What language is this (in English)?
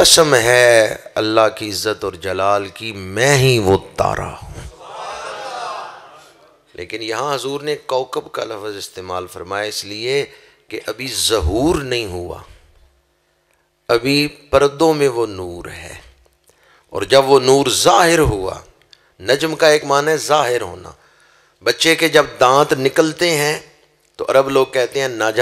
Urdu